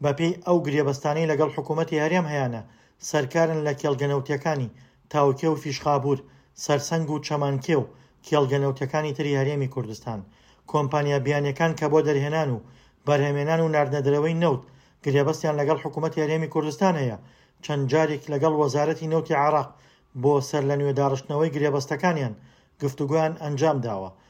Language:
Central Kurdish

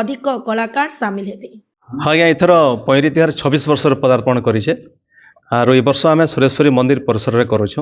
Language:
Odia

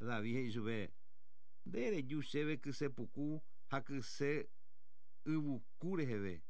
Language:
Guarani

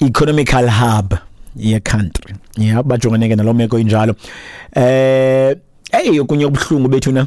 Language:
Xhosa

